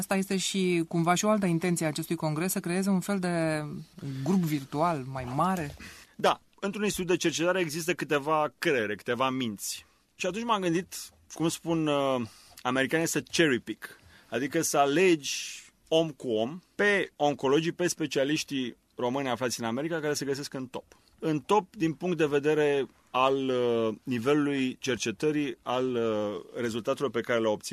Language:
Romanian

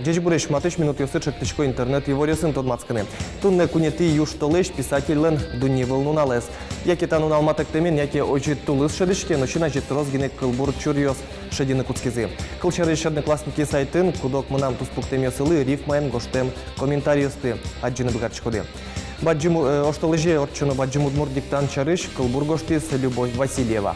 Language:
Udmurt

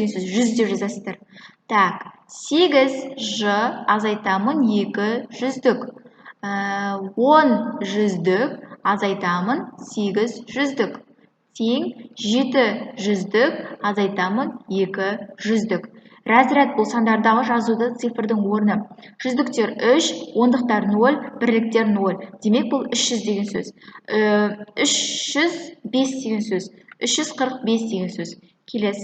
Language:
Kazakh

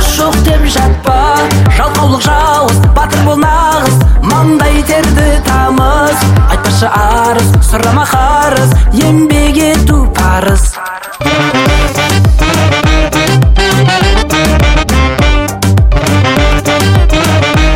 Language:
Kazakh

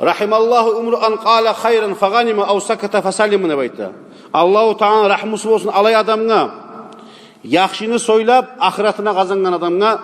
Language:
Kumyk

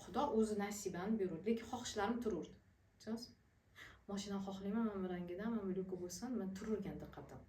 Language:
Uzbek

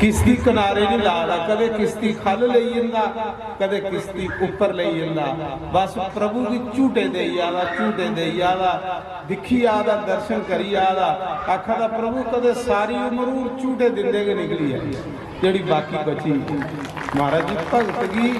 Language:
Dogri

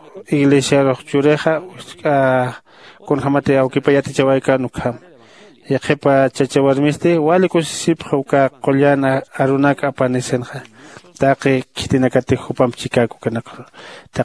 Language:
Aymara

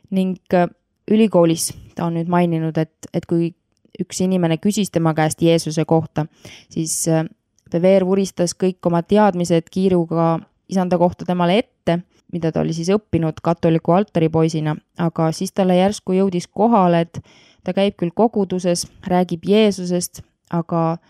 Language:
Estonian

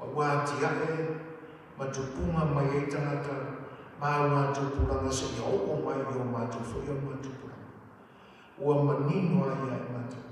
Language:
Samoan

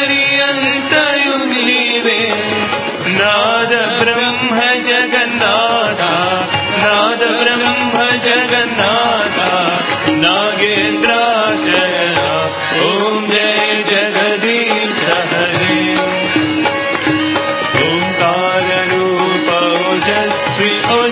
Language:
Telugu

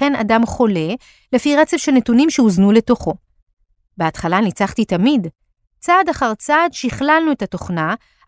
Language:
Hebrew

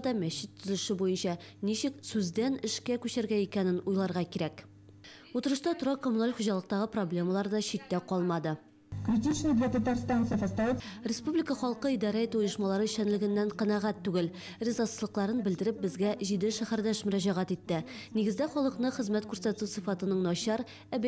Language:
Tatar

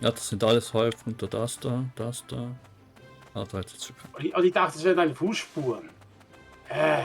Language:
Swiss German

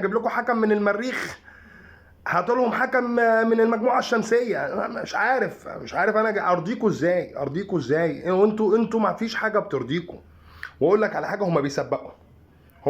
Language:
Egyptian Arabic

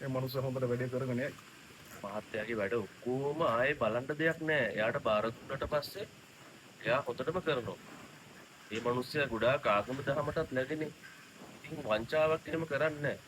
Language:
Sinhala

